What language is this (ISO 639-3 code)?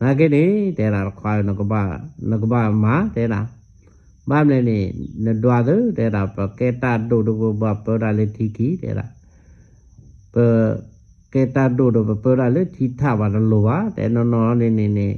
ksw